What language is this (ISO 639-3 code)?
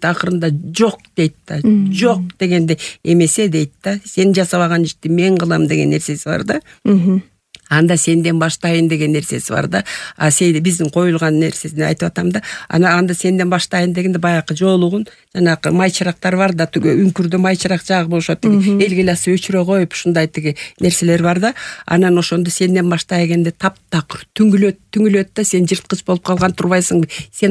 kir